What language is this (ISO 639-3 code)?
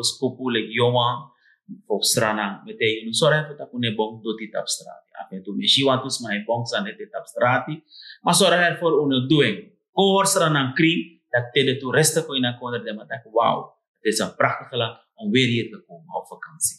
srn